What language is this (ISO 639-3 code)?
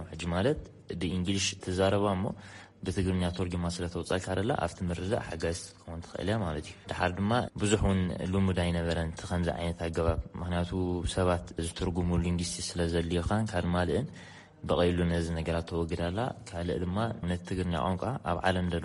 tir